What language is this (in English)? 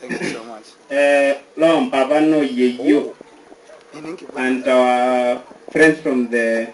Masai